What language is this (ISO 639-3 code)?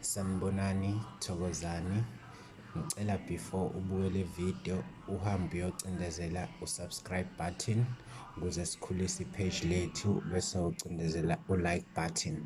zul